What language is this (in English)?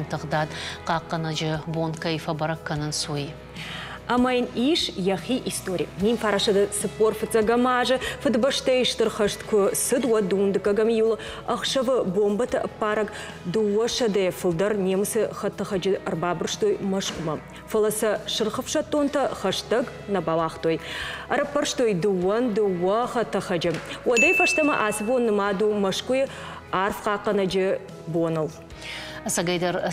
Ossetic